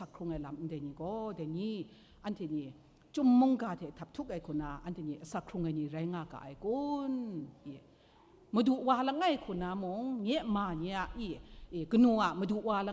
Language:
Kachin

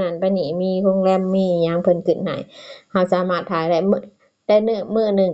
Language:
Lao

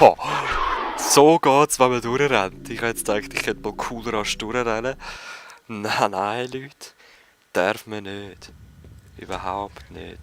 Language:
Swiss German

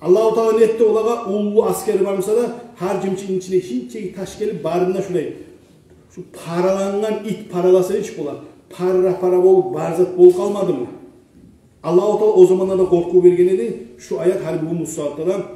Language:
Kumyk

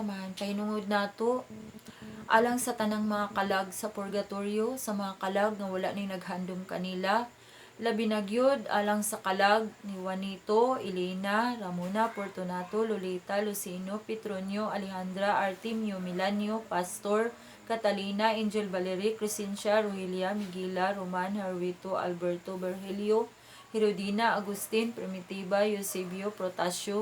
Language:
Cebuano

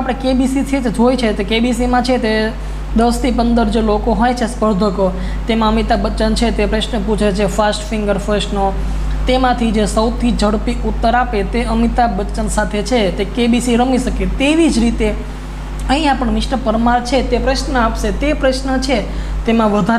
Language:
Gujarati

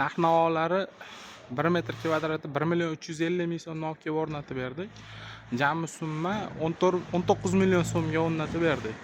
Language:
Uzbek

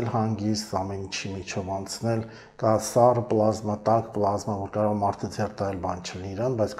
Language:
Armenian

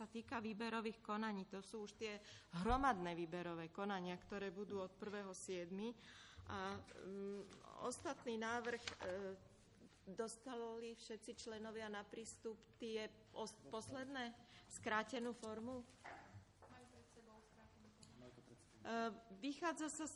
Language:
Slovak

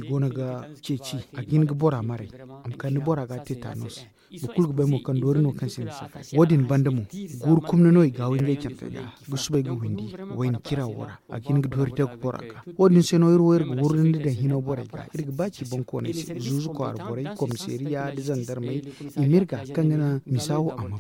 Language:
Zarma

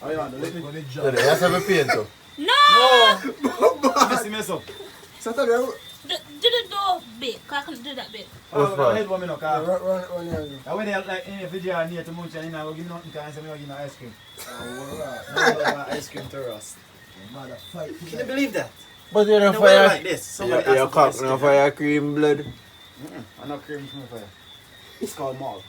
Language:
Jamaican Creole English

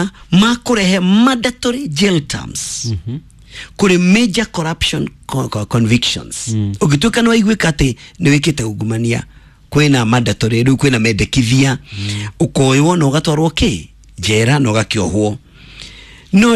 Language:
Kikuyu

